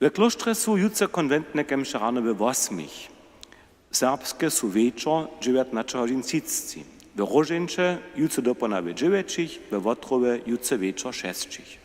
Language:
Upper Sorbian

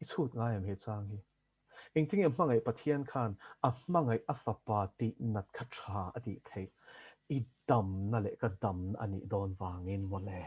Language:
Mizo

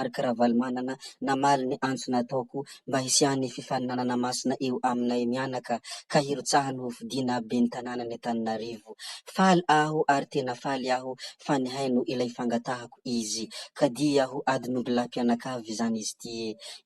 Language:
Malagasy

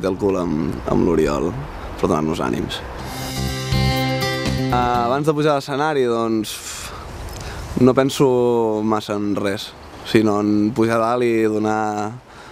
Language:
Catalan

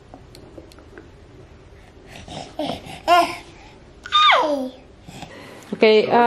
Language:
Dutch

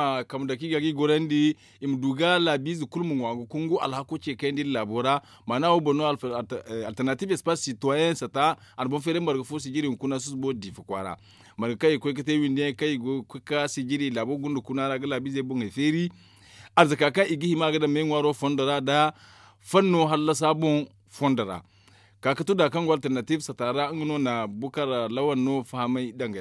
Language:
Zarma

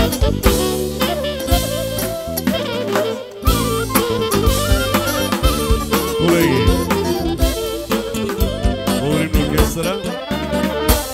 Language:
Bulgarian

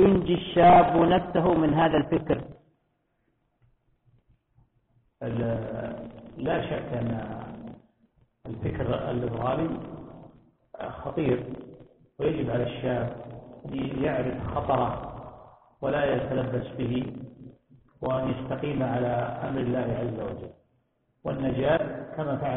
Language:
Arabic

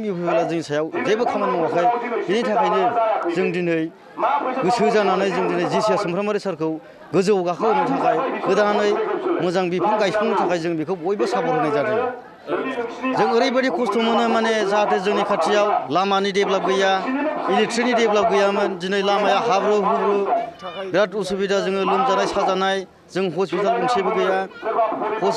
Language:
Bodo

